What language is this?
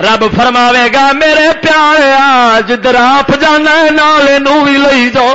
Western Panjabi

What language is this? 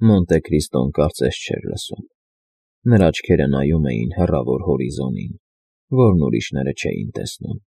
Armenian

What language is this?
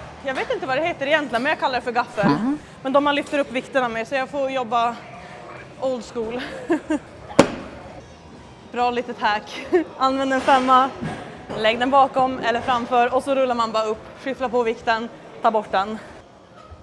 Swedish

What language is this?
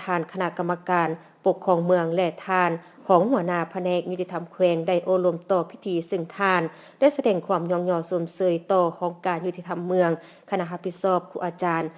Lao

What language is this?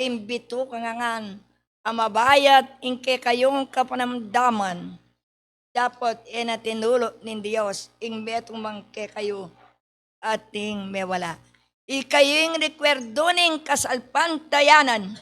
Pampanga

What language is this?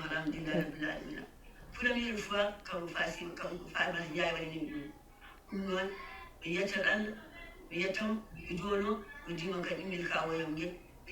Fula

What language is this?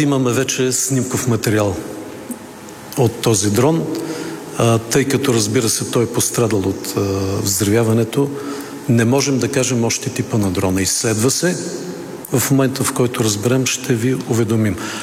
Bulgarian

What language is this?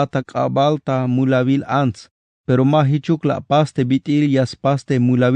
Tzeltal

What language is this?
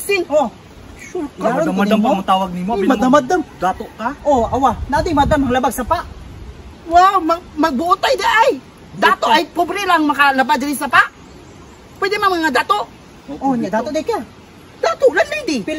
Cebuano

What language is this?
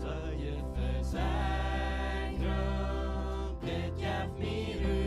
Plautdietsch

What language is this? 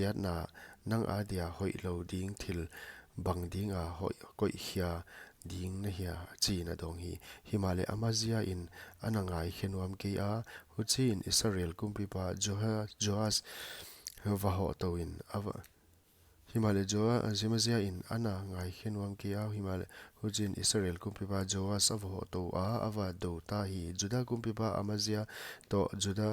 Paite Chin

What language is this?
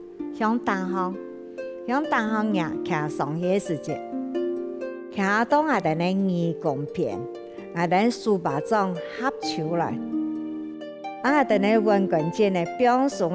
Hakka Chinese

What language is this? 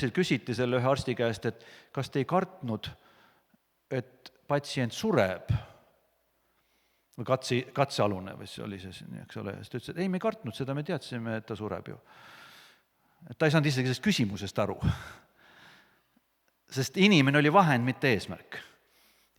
Estonian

